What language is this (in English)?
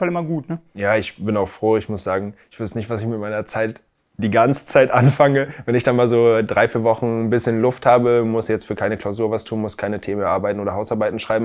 German